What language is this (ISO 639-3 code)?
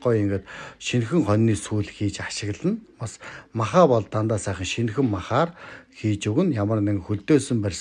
mon